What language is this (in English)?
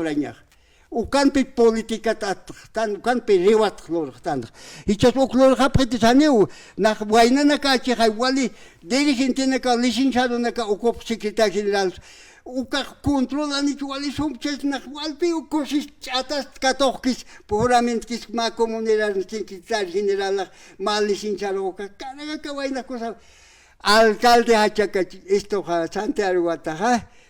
Aymara